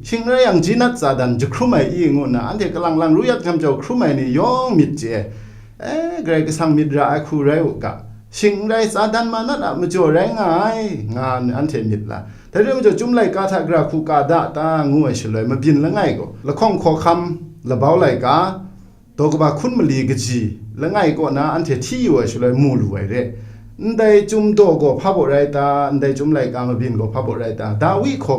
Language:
Kachin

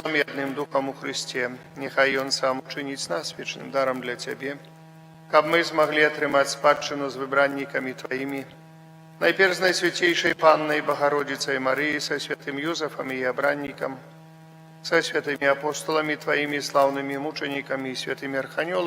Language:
Belarusian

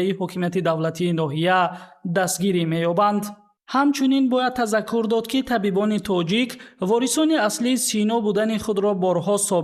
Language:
Tajik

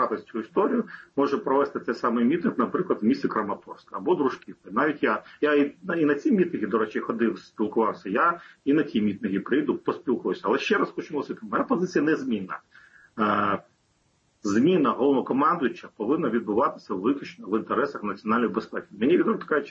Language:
Ukrainian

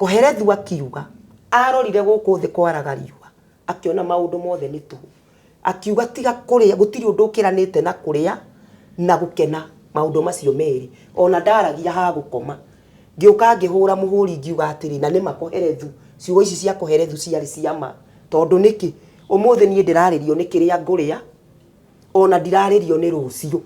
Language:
Kikuyu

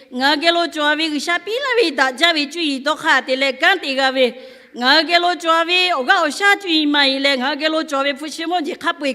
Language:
Lahu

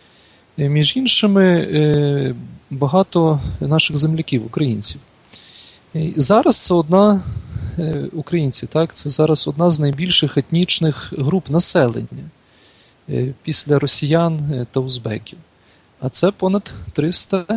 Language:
Ukrainian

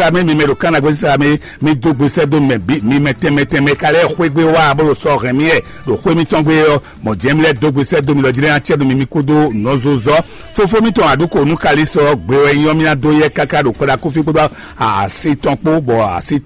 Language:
Fon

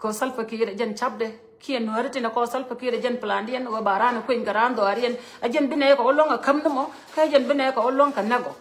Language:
Nuer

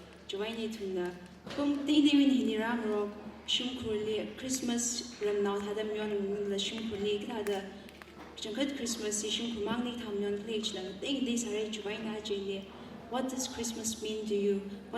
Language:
Tangkhul Naga (India)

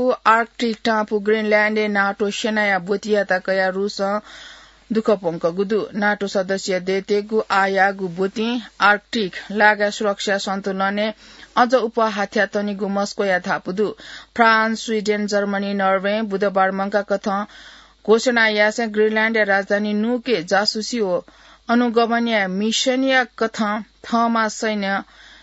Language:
Newari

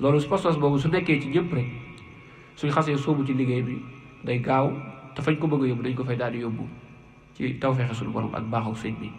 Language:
Wolof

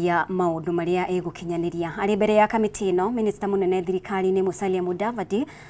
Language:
Kikuyu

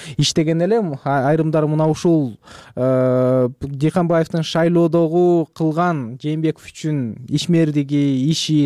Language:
Kyrgyz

